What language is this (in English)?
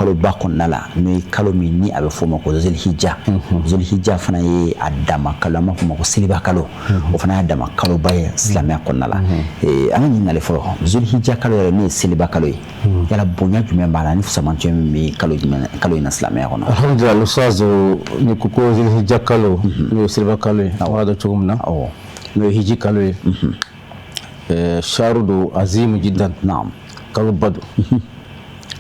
Bambara